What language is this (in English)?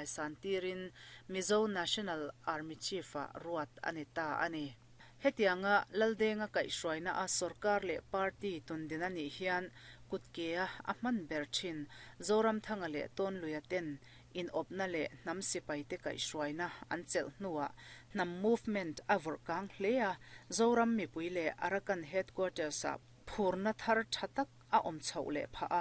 Mizo